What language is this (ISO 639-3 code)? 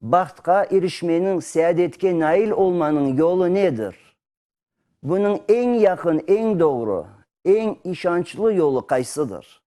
crh